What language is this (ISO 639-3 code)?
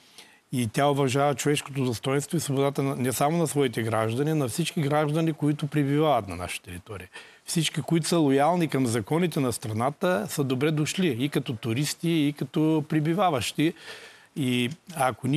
bul